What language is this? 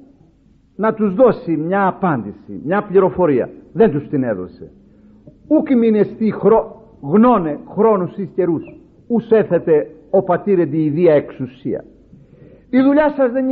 Greek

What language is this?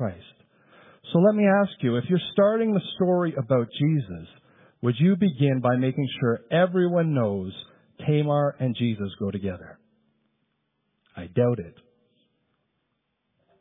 English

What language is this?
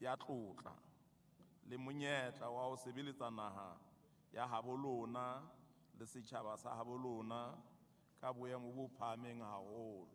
Southern Sotho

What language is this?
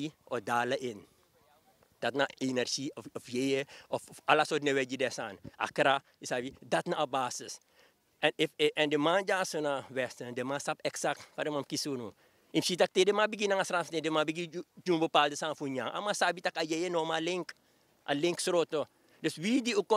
Sranan Tongo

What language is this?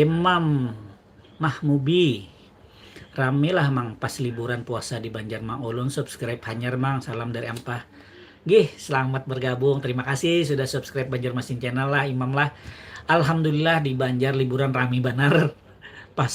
Banjar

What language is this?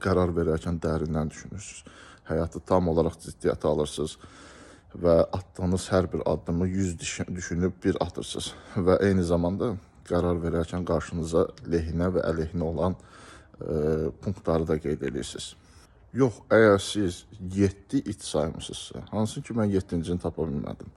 Azerbaijani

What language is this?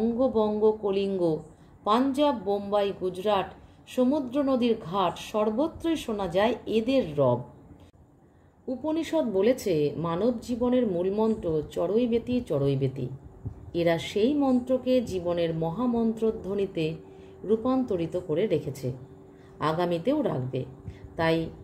Bangla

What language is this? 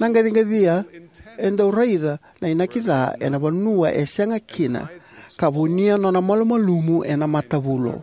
Fijian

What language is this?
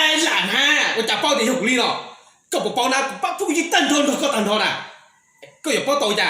Hmong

